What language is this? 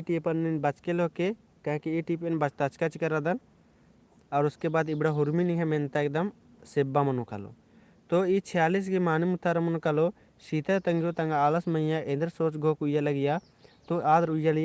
Kurukh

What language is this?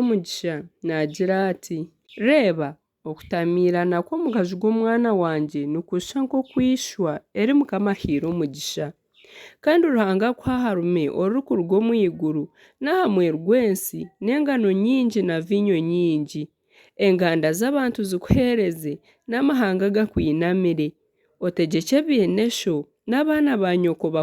Nyankole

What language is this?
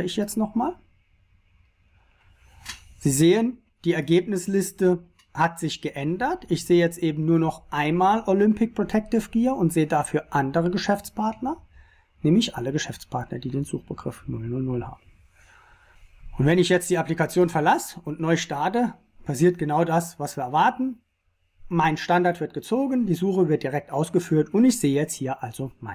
German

